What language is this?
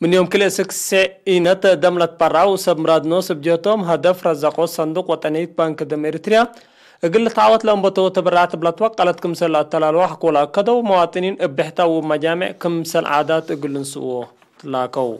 Tigre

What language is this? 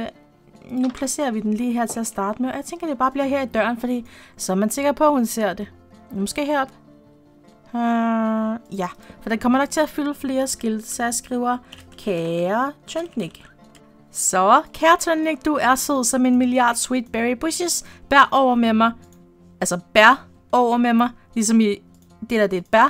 Danish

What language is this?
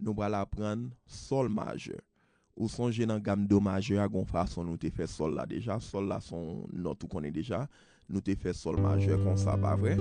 Haitian Creole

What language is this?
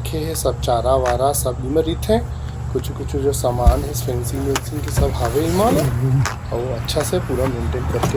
Chhattisgarhi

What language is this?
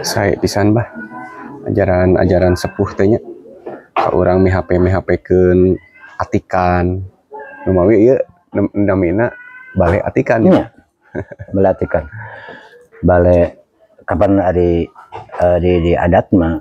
Sundanese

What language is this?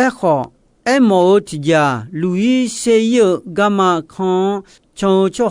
Akha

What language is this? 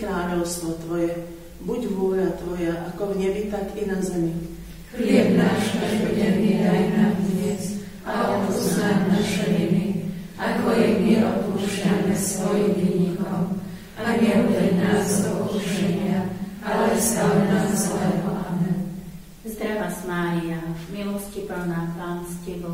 Slovak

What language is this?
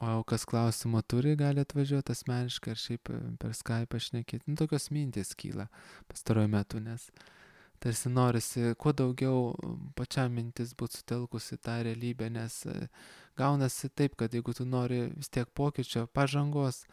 Lithuanian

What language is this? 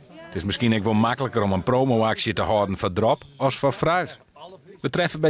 Western Frisian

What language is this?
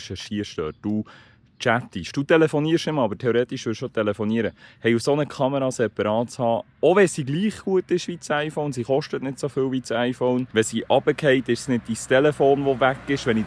Swiss German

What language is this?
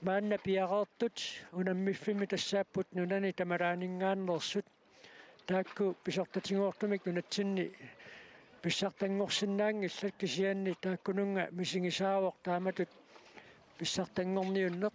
Kalaallisut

